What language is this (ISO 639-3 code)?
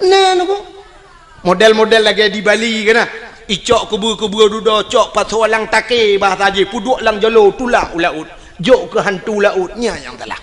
ace